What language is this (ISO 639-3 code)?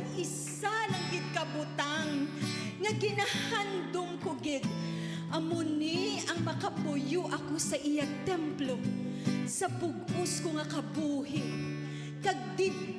hil